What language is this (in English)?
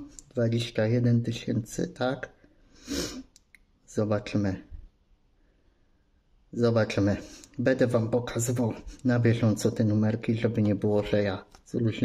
Polish